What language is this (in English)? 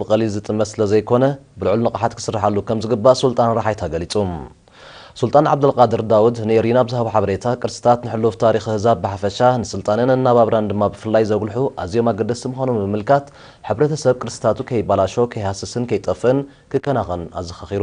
Tigrinya